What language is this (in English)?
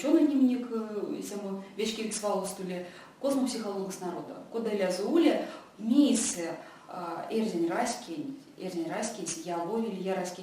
Erzya